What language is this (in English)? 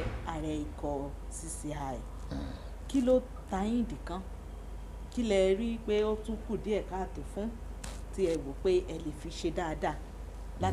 Yoruba